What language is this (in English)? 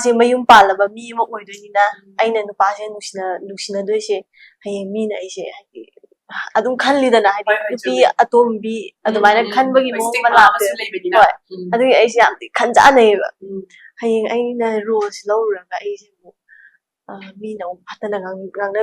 Manipuri